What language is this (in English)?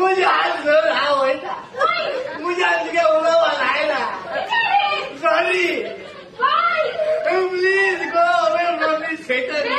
Konkani